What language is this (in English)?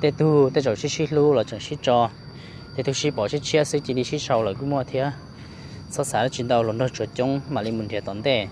Hmong